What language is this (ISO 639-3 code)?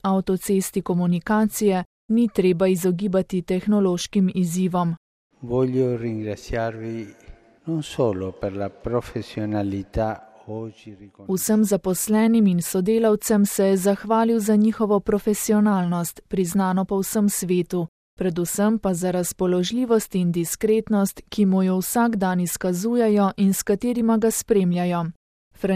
slv